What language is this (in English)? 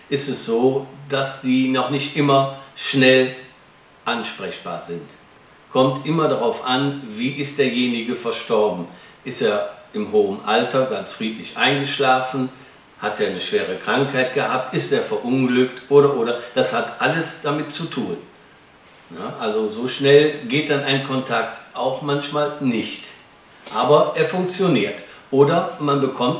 German